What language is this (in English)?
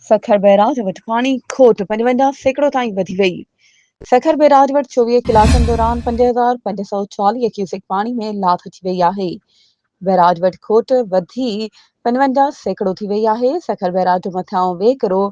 Sindhi